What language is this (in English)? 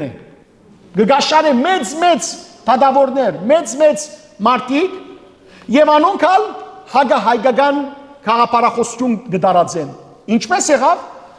Western Armenian